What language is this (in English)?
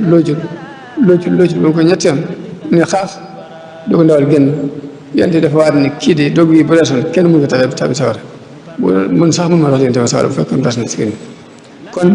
Wolof